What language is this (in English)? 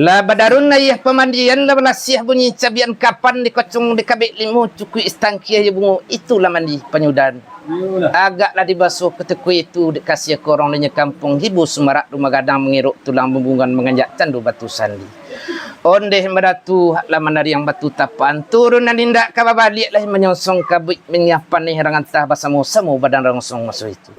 Minangkabau